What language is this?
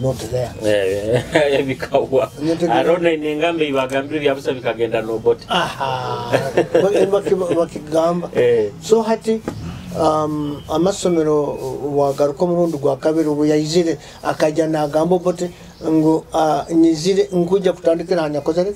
Nyoro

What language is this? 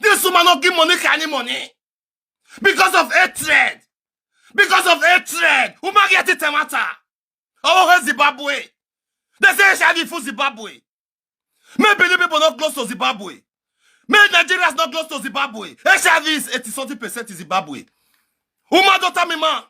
Nigerian Pidgin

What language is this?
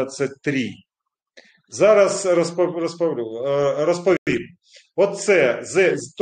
Ukrainian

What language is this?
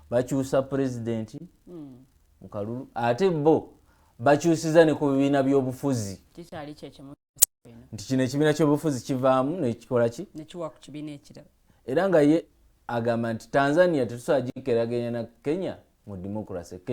Ganda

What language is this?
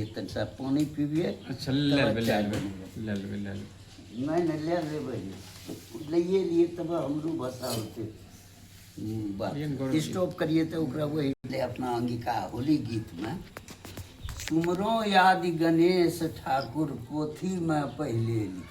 Angika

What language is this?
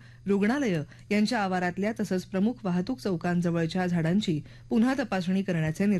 Marathi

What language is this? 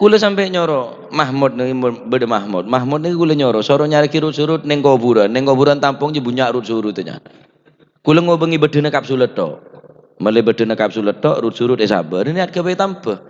Madurese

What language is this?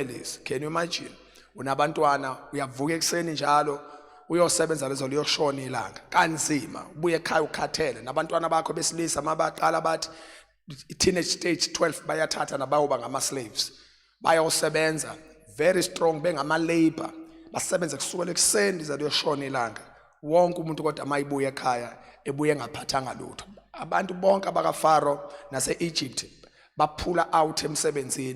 Zulu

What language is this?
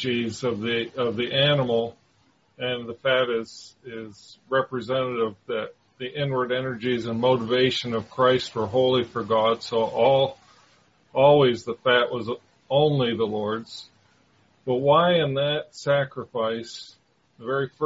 English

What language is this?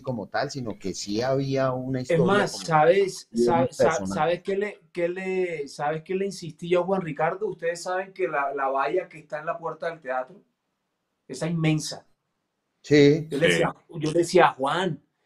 Spanish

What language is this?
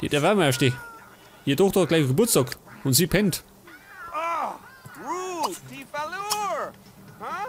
Bavarian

